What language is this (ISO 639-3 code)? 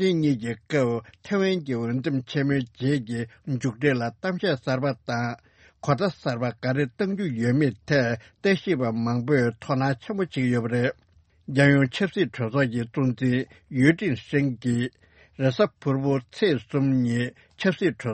bod